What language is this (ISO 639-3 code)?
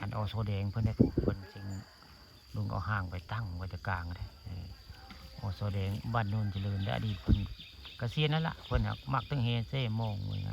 tts